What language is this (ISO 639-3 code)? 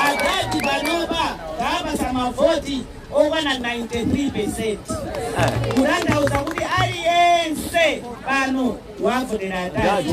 nya